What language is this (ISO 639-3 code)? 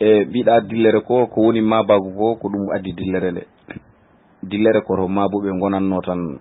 ful